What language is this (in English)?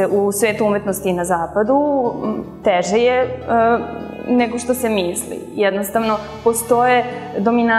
Serbian